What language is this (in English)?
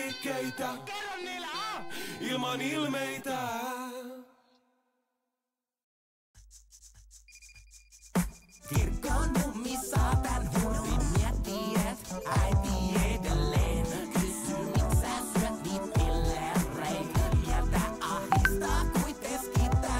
Finnish